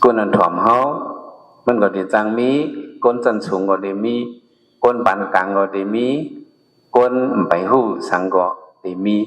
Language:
Shan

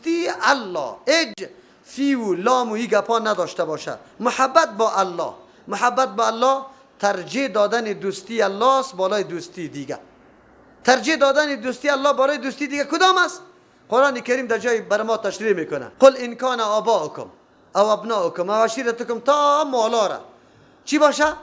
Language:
Persian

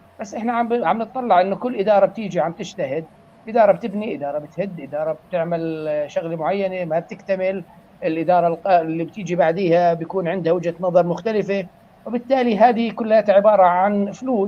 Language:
North Levantine Arabic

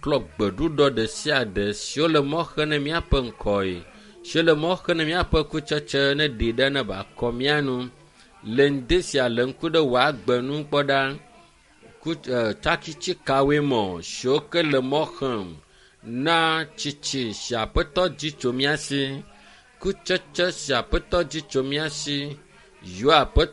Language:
Ewe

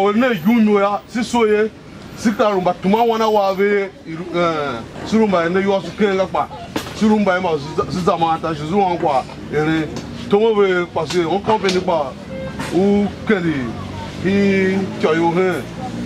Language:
Tiv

